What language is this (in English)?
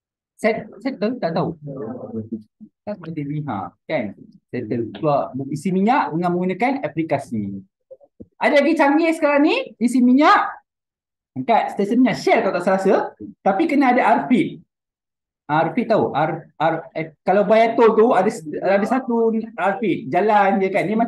Malay